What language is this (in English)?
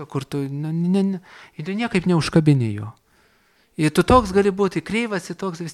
Lithuanian